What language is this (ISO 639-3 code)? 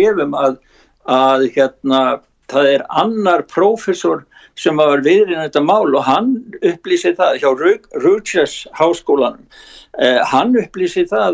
isl